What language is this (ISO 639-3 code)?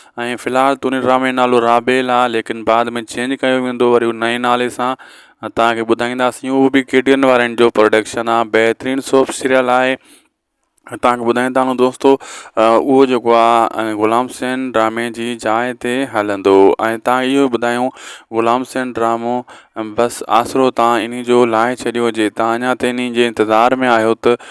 snd